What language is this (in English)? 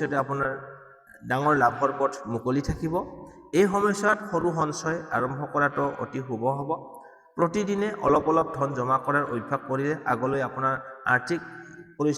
Assamese